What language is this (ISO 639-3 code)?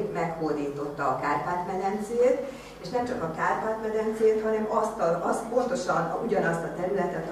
hun